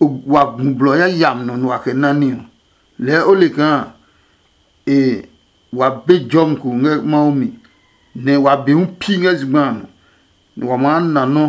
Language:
Adangme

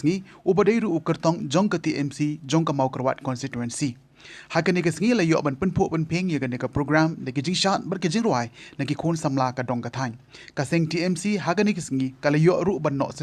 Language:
Khasi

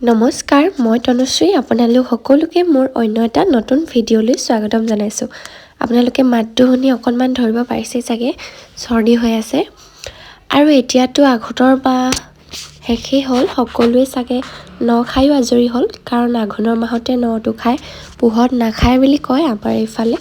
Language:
Assamese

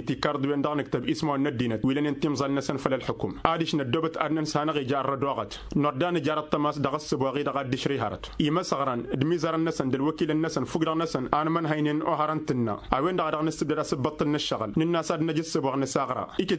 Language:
Tamasheq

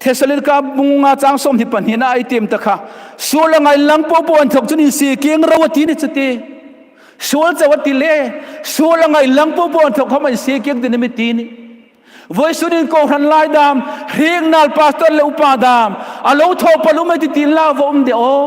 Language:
Hmar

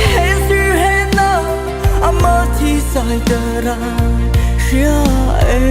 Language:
Mara Chin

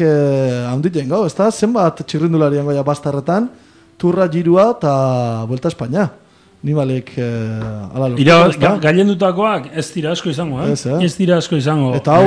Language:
Basque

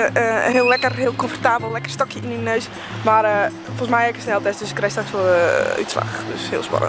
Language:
Western Frisian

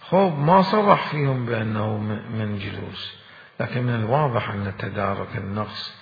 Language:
Mesopotamian Arabic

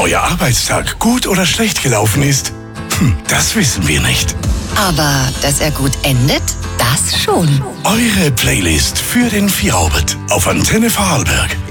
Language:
German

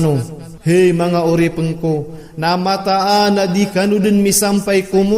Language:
Maranao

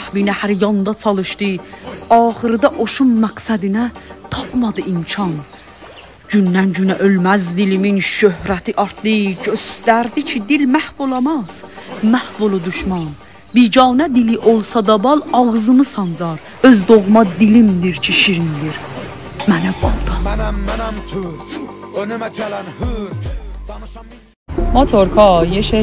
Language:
South Azerbaijani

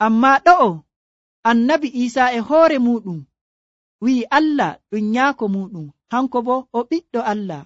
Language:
Nigerian Fulfulde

